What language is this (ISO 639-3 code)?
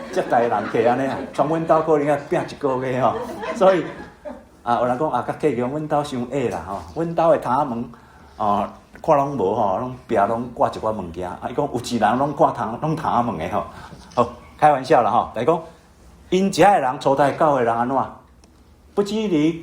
nan